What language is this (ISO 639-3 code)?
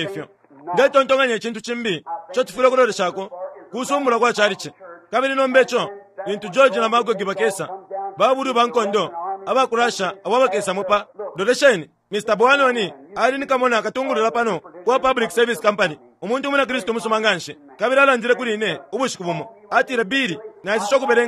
bem